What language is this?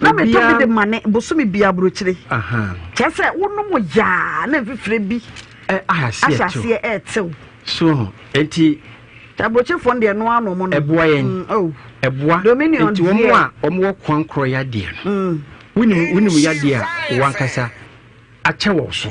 Akan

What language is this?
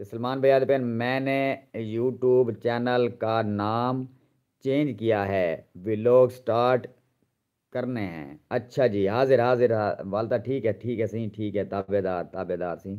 Saraiki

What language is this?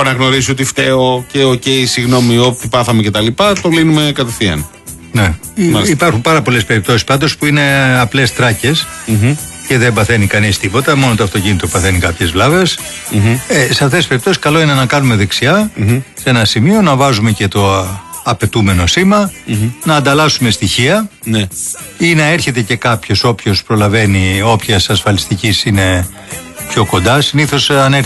Greek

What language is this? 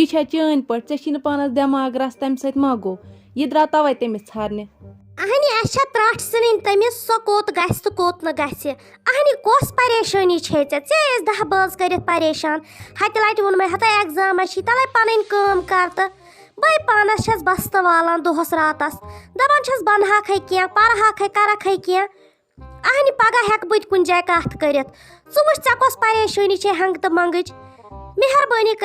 Kashmiri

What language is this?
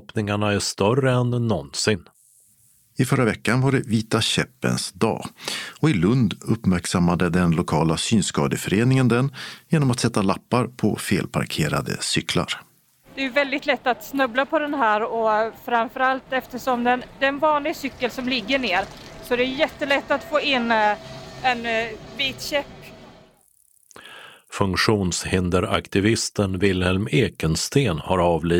Swedish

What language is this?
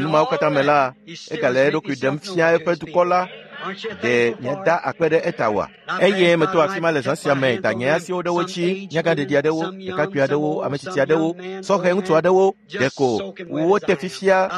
Ewe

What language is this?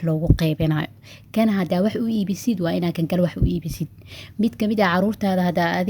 Somali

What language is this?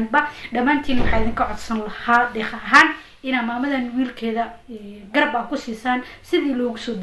Somali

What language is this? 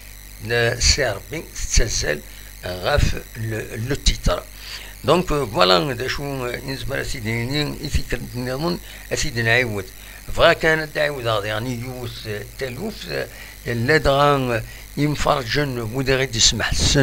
Kabyle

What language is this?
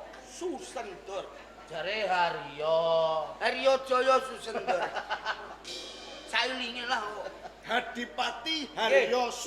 Javanese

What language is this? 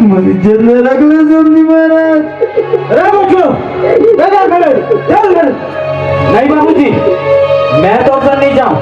Chhattisgarhi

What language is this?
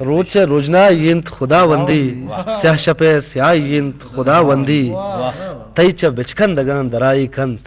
Eastern Balochi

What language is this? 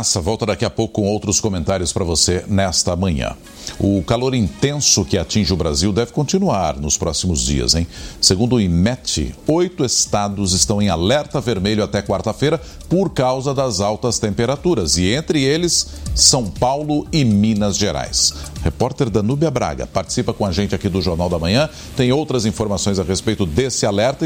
Portuguese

